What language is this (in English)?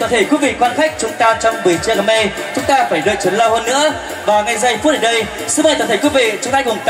Vietnamese